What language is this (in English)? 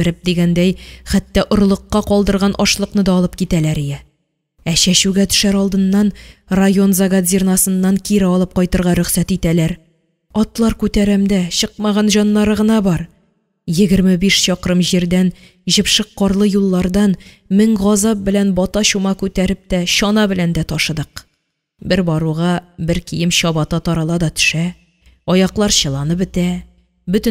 Tatar